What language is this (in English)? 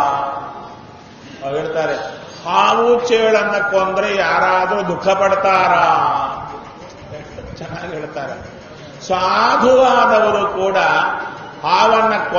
Kannada